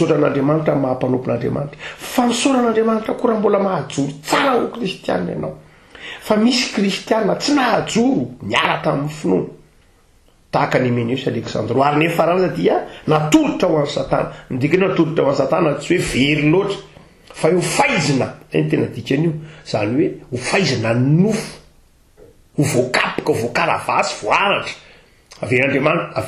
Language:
Malagasy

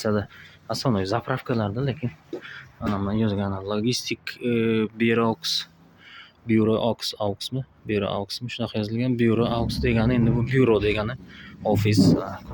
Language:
Uzbek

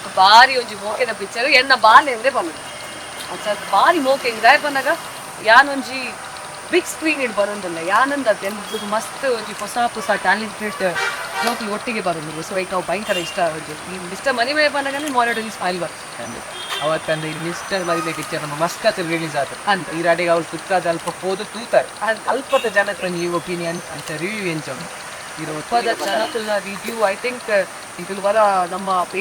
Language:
Tulu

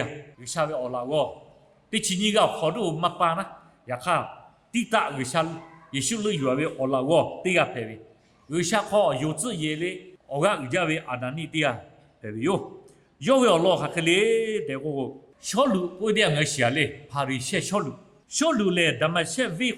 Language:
Lahu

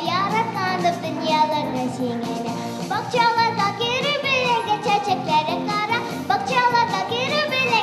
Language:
Chuvash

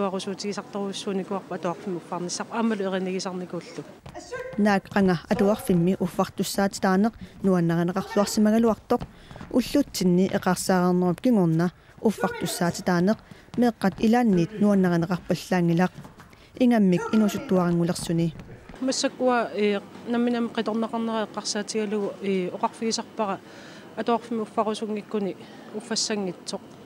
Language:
Kalaallisut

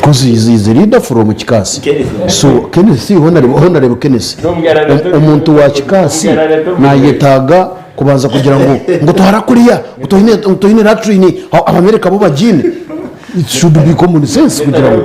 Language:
Nyankole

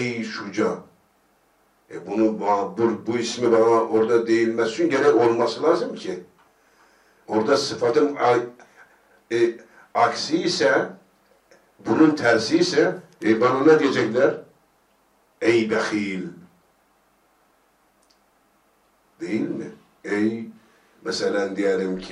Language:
Turkish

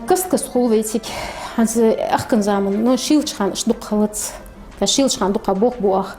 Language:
Ingush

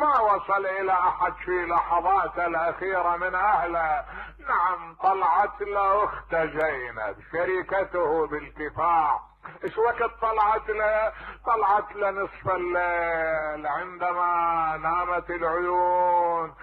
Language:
Mesopotamian Arabic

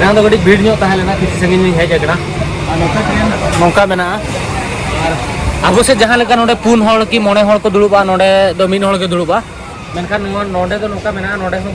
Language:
Santali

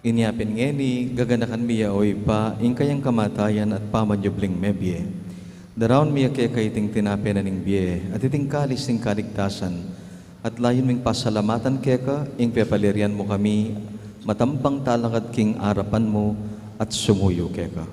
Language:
Pampanga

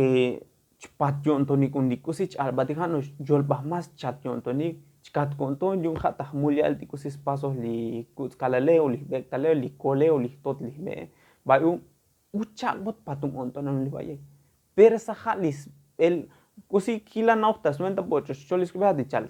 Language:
Tzotzil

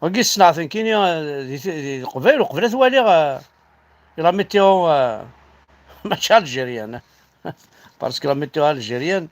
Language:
Kabyle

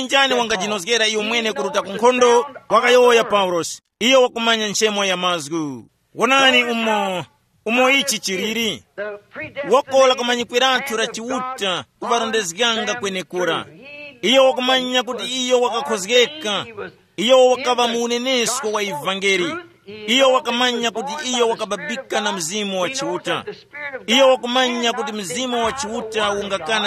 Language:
Tumbuka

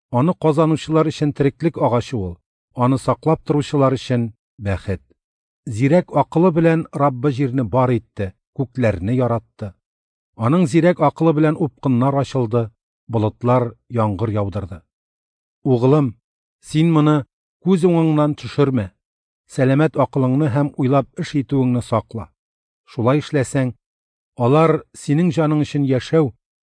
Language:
Tatar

